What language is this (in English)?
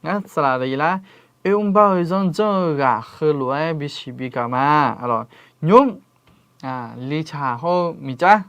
Akha